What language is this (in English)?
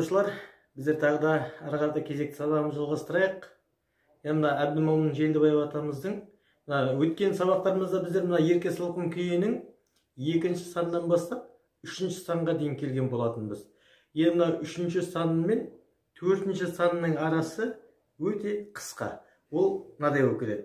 Kyrgyz